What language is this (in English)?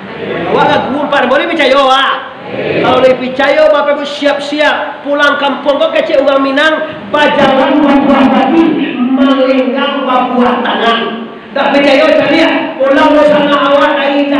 Minangkabau